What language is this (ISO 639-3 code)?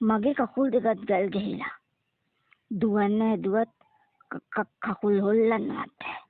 sin